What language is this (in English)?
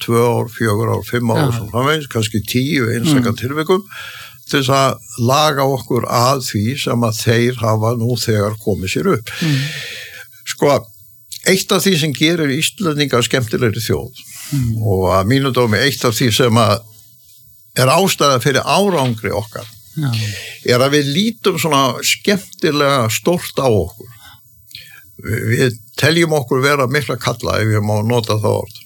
Icelandic